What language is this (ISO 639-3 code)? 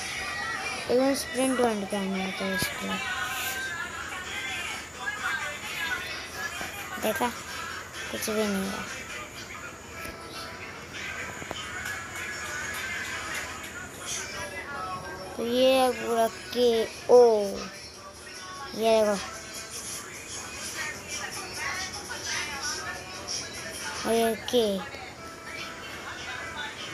hin